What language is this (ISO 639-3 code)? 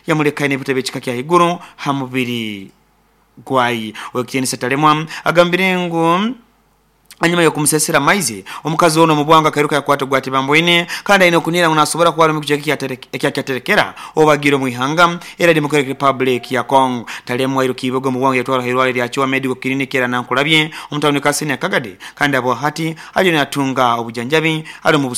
nyo